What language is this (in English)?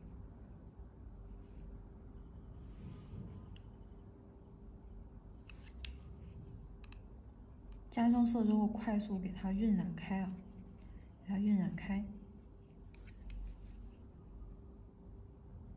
Chinese